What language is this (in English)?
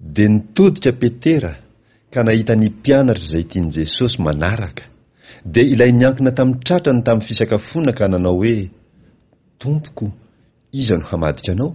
Malagasy